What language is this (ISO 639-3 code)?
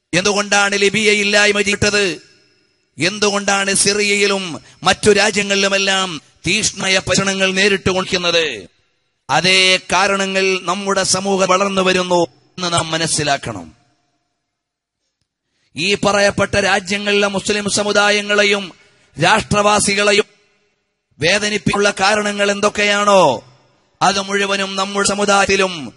mal